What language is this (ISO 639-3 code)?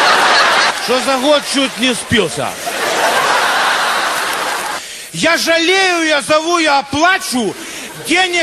rus